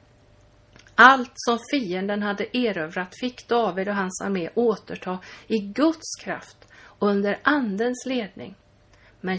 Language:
Swedish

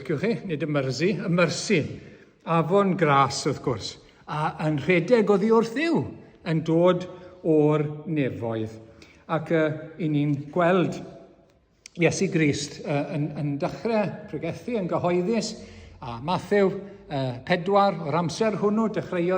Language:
Welsh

